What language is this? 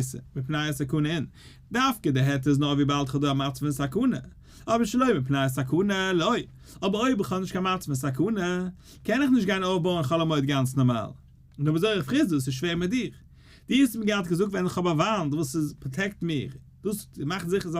Yiddish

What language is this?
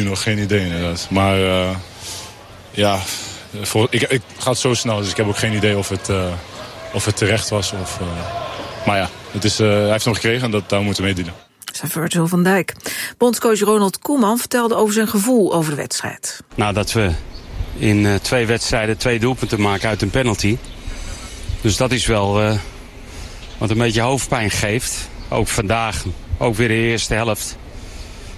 Dutch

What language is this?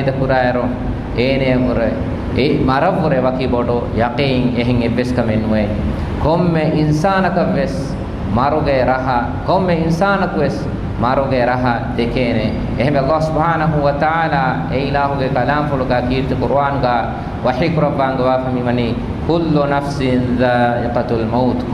Divehi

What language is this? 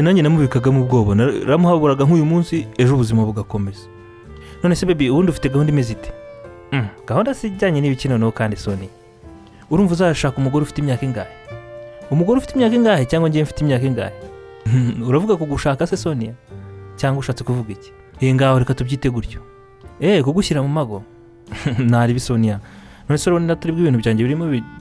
Kinyarwanda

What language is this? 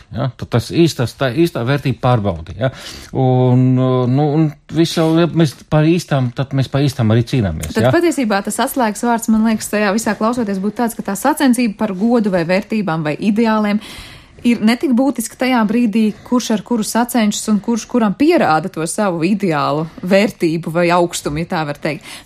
Latvian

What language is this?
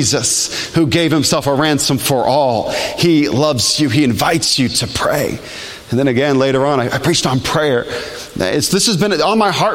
English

